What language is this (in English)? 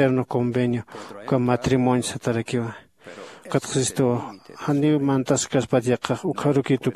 Aymara